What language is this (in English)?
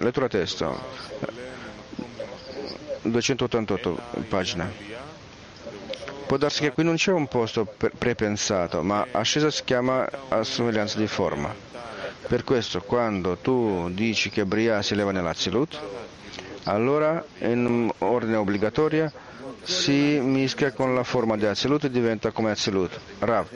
Italian